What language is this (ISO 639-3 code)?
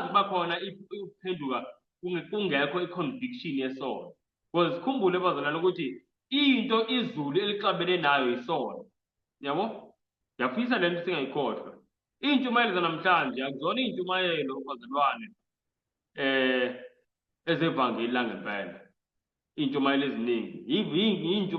zul